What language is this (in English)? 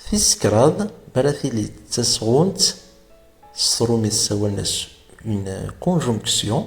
Kabyle